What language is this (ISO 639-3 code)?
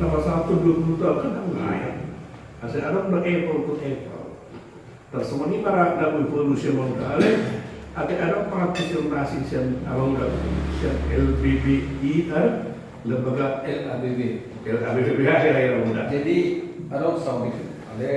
bbc